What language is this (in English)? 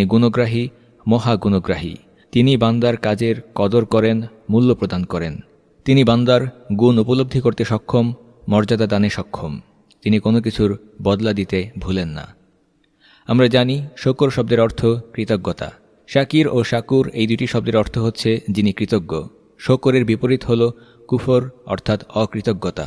Bangla